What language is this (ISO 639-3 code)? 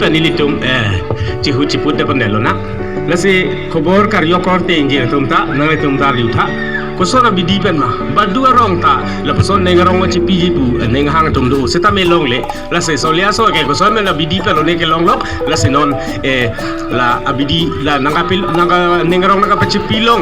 mjw